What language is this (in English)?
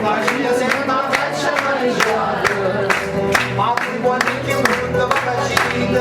Neapolitan